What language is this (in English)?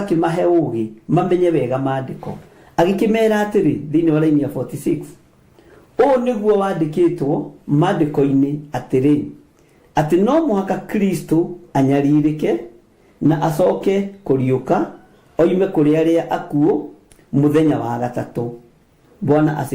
Kikuyu